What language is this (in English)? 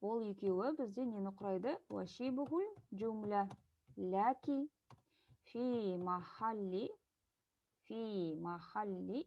Kazakh